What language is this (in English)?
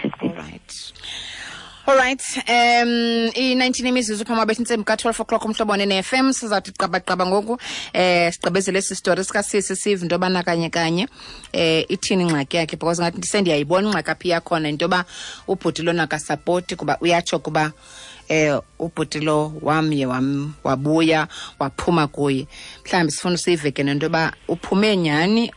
Xhosa